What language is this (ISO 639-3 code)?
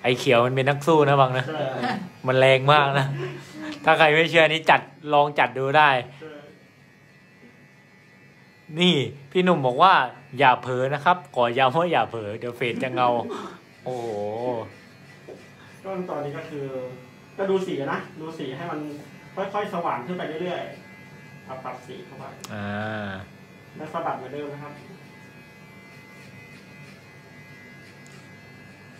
tha